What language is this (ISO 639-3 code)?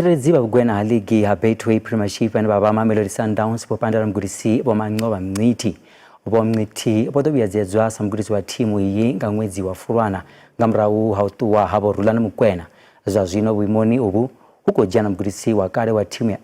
ven